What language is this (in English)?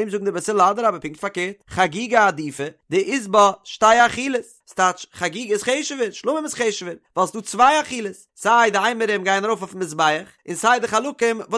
Yiddish